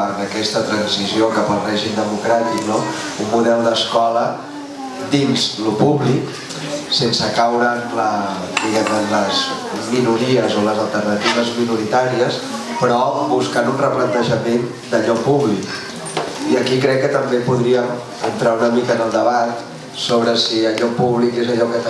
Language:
Catalan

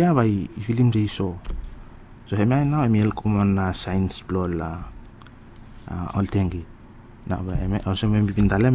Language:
Bislama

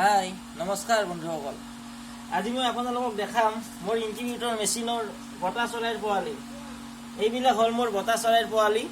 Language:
Assamese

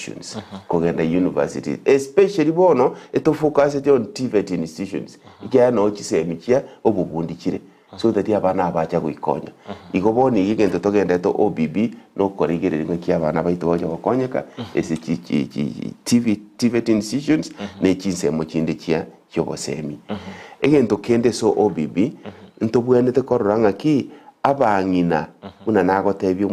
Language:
Gusii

